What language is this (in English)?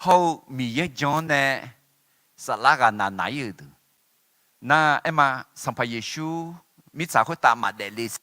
Akha